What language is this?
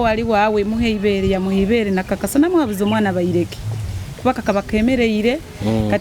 Nyoro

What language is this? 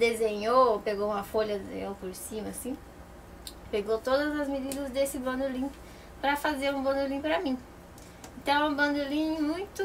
Portuguese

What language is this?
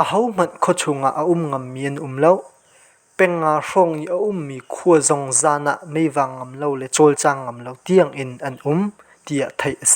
Hakha Chin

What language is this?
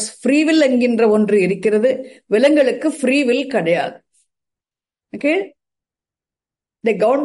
Tamil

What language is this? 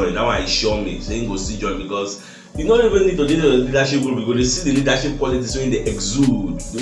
Nigerian Pidgin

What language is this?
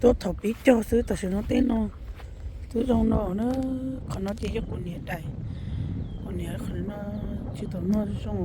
Hmong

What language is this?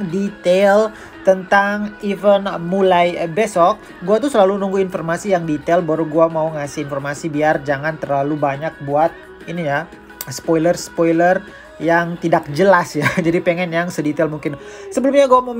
Indonesian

